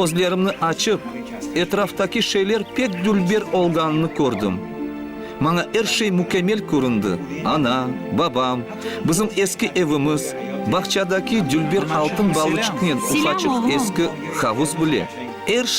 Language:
Crimean Tatar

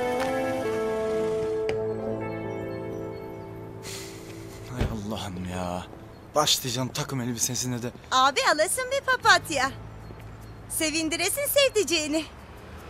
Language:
Turkish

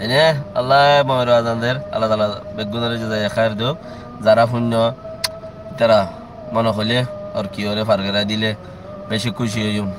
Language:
Rohingya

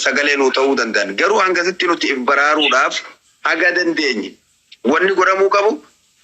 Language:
Oromo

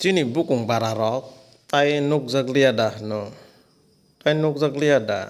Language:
Kok Borok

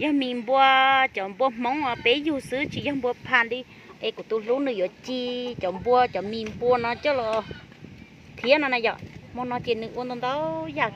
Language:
Hmong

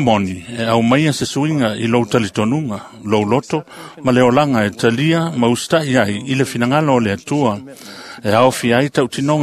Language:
Samoan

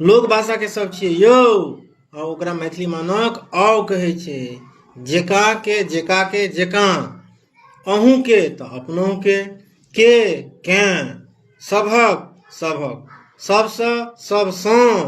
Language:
Maithili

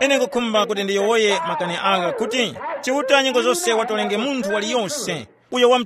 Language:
Tumbuka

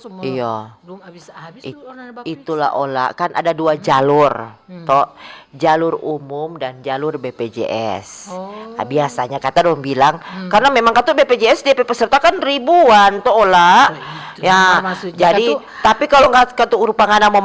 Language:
Manado Malay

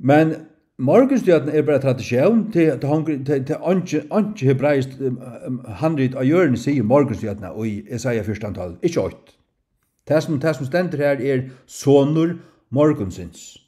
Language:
Faroese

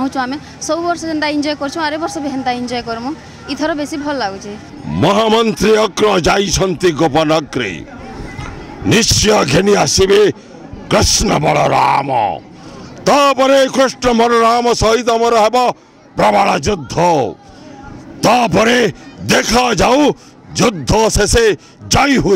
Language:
Odia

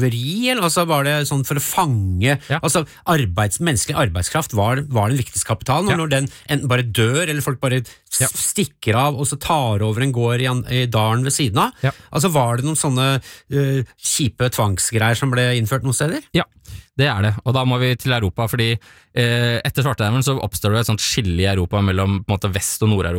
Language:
Norwegian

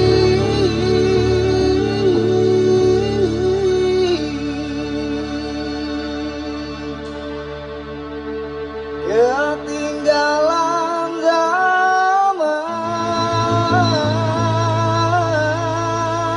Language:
Betawi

